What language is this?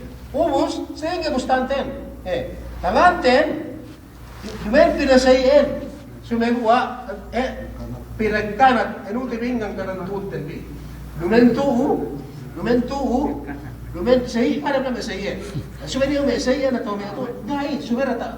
Yakan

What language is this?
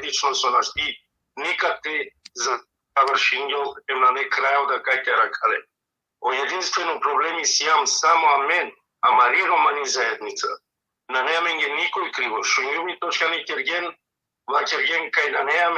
Balkan Romani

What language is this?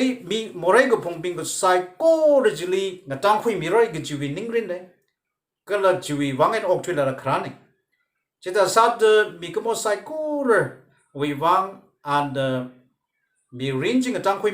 Tangkhul Naga (India)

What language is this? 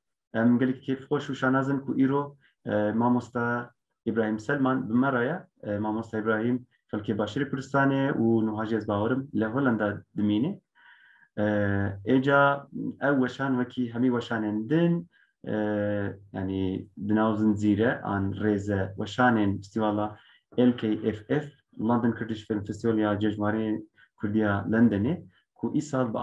Kurdish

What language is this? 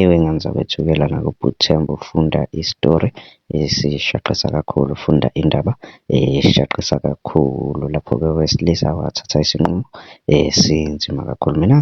Zulu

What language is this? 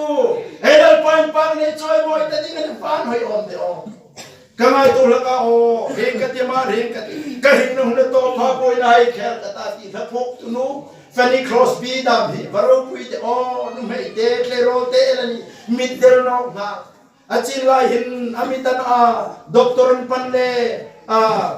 Hmar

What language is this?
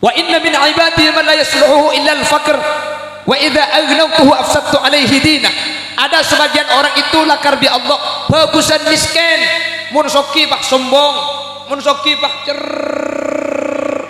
Madurese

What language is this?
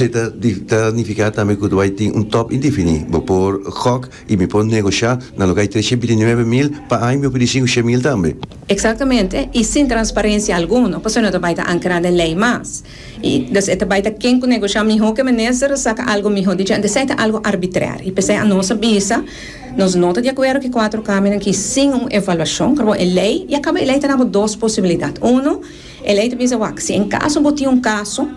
Papiamento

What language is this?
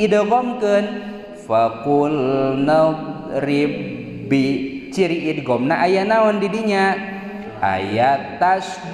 Sundanese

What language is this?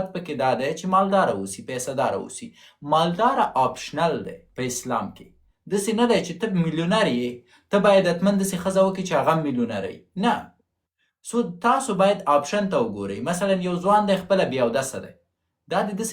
Pashto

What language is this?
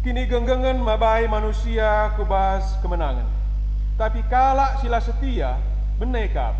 Batak Karo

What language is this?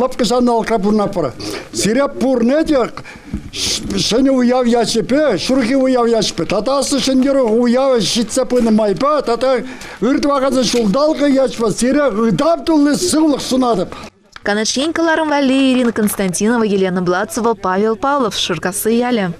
Chuvash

